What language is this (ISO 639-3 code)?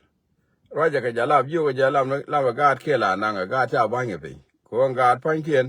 nus